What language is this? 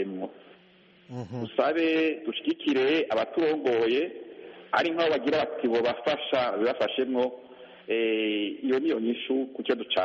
Kinyarwanda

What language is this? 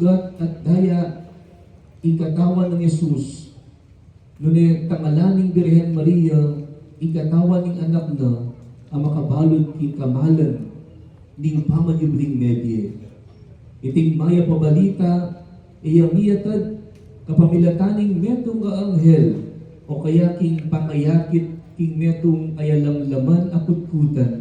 Pampanga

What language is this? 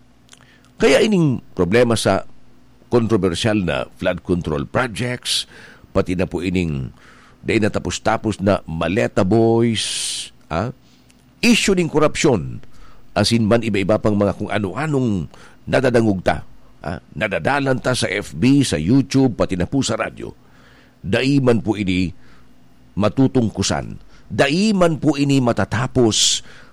Bikol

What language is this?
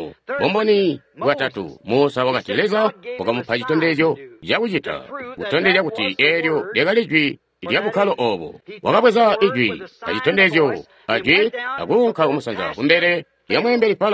Tonga (Zambia)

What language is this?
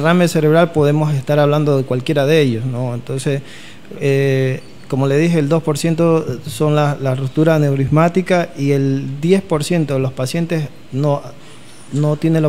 Spanish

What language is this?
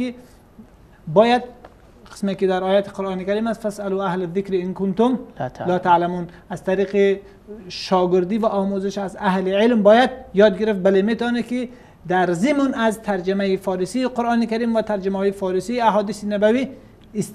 Persian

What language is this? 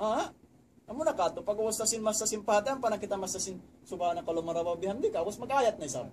Tausug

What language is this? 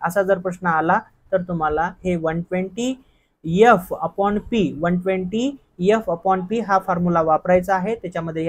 Marathi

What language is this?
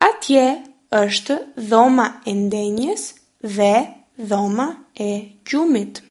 Albanian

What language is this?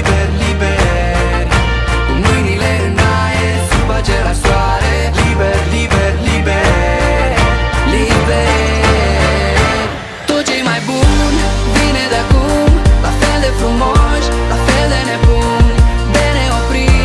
Romanian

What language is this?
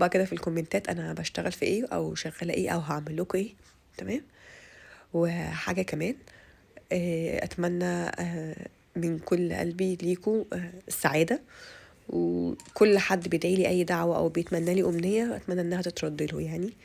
Egyptian Arabic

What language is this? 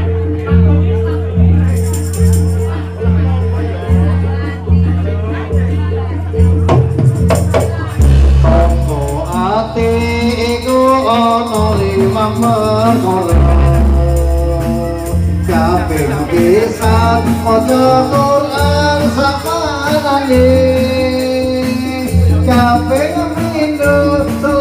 Javanese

